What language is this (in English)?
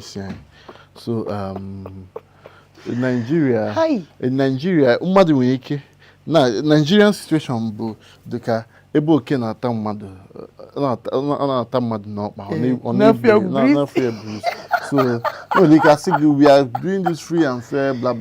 Igbo